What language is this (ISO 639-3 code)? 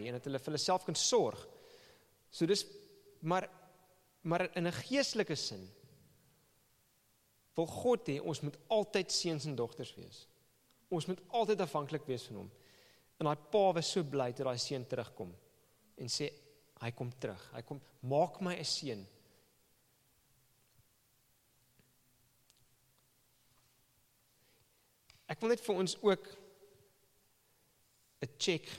afr